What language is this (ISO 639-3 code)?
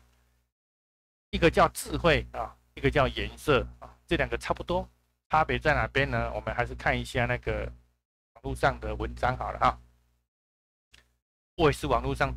zho